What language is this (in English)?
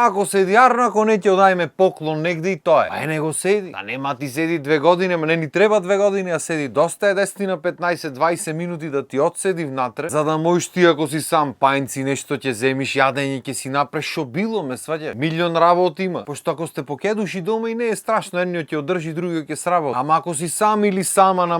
Macedonian